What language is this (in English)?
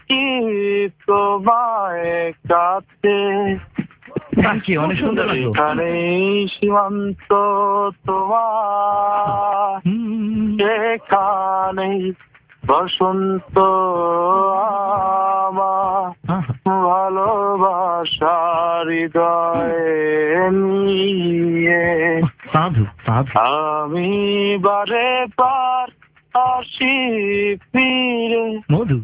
Bangla